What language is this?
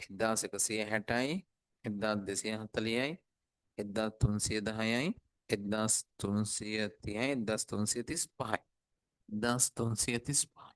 Sinhala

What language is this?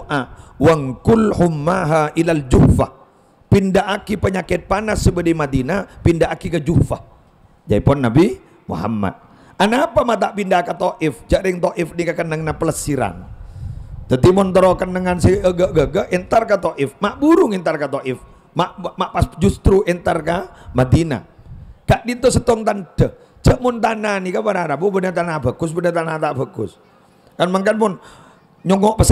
Madurese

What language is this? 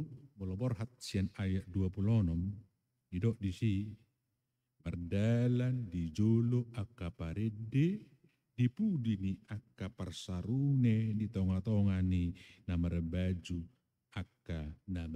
Batak Toba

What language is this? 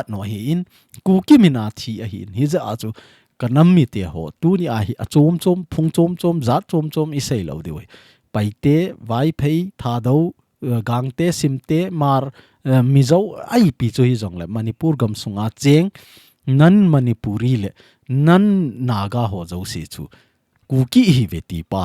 Thado Chin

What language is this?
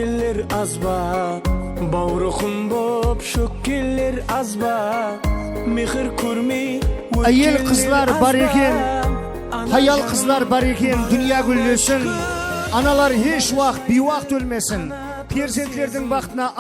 Kara-Kalpak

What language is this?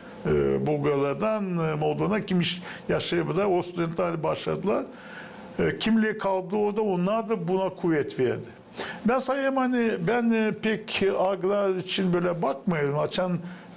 Gagauz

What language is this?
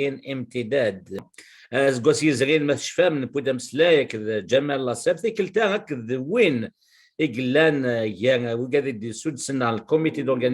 Kabyle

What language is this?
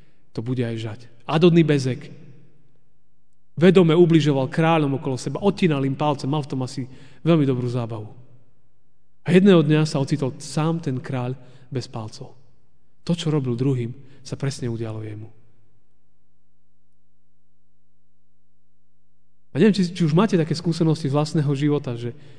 Slovak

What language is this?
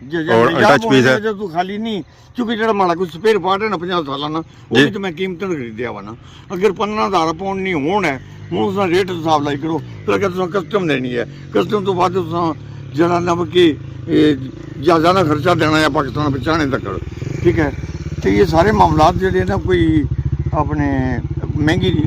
Pahari-Potwari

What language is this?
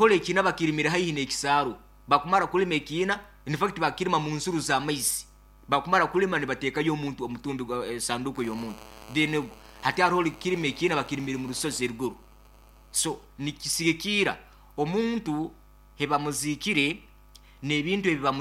Nyoro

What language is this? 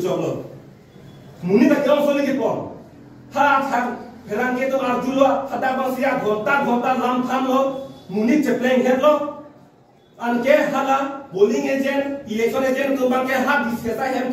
Karbi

